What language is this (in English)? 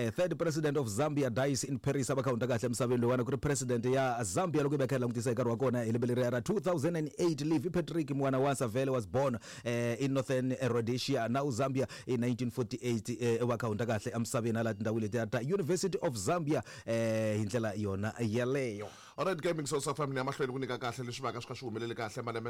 Tsonga